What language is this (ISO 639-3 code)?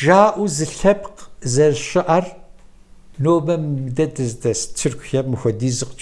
kbd